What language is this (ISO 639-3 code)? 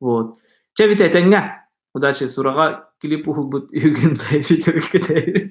sah